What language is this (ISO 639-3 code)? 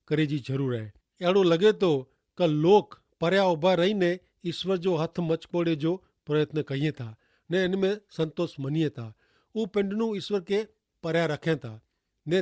kfr